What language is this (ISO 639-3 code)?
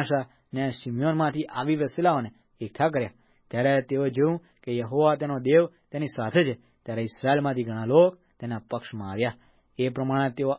guj